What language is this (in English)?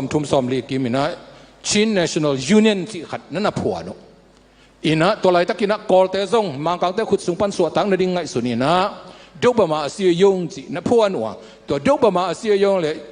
Tedim Chin